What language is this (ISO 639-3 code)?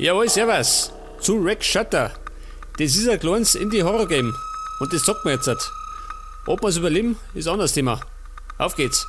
bar